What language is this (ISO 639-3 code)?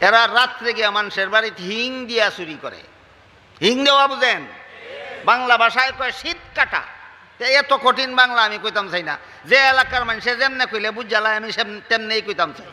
syl